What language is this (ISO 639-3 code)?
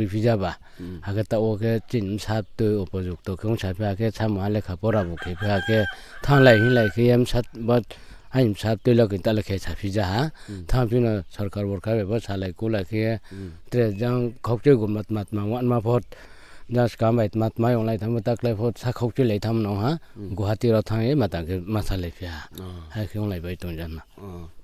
ria